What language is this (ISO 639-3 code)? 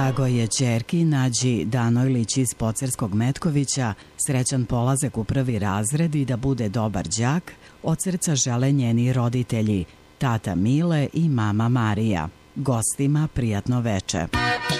srp